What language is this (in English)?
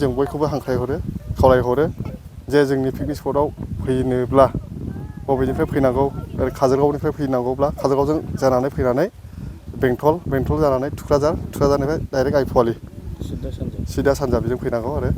Bodo